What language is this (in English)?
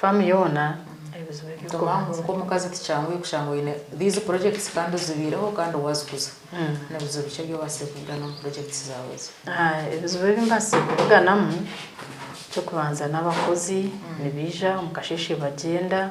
Nyankole